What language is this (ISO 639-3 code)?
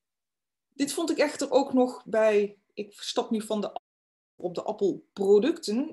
nld